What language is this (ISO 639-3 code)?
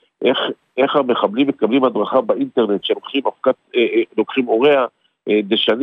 heb